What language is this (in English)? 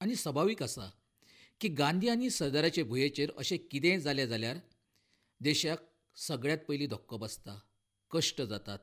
Konkani